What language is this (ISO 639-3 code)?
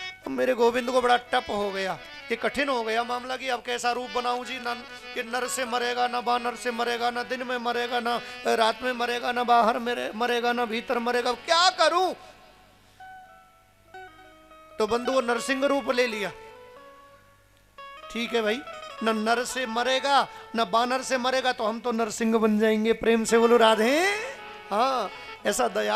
hin